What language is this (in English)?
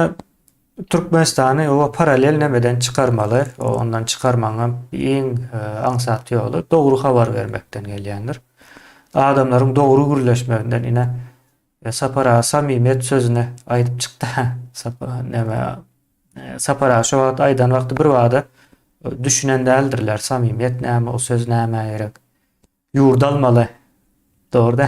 Turkmen